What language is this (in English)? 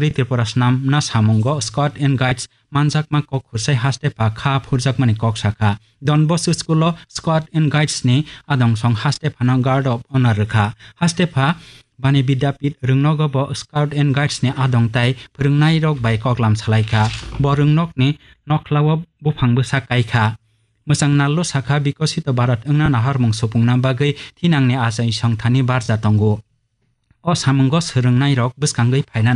Kok Borok